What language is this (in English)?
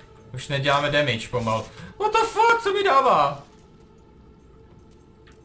Czech